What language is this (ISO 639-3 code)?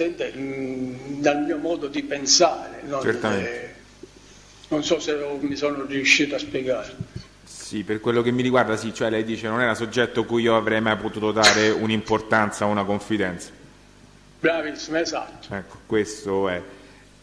ita